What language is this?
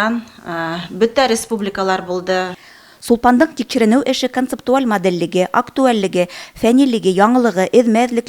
Bashkir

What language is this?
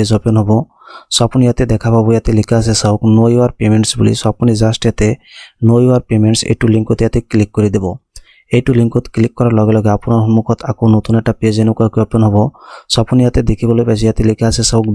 Assamese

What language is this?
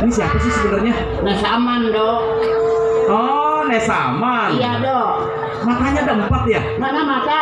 Betawi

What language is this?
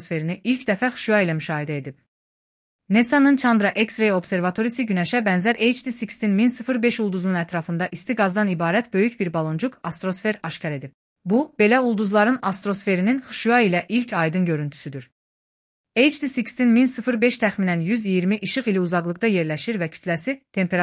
Azerbaijani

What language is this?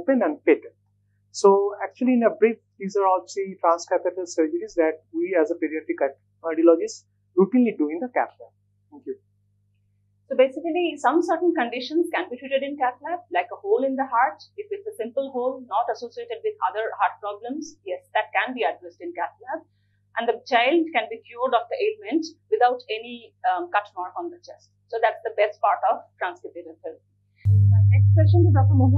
English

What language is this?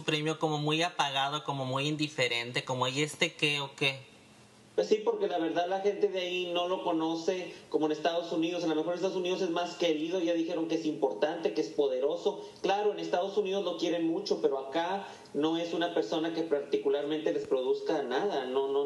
Spanish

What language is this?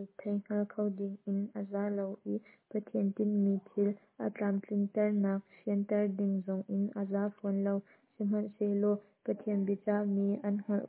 Hakha Chin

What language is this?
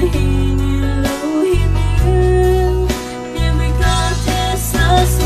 Poumei Naga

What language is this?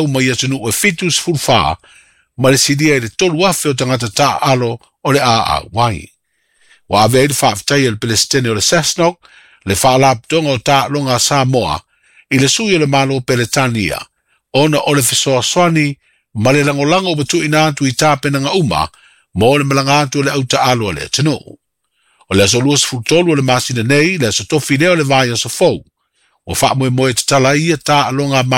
Samoan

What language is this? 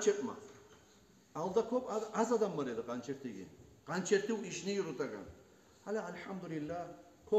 Kumyk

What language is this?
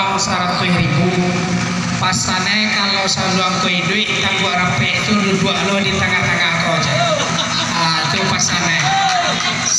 Minangkabau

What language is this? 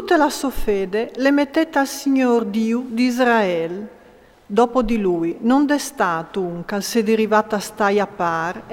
Friulian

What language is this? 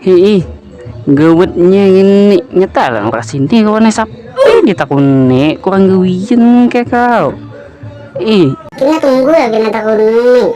Banjar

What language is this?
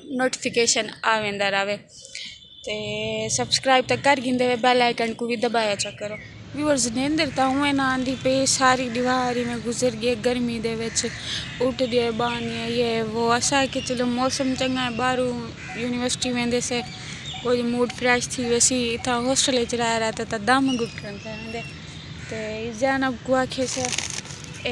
Saraiki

